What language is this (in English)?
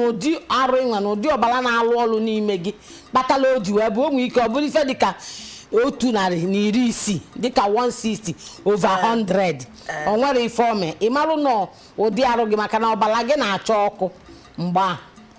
Igbo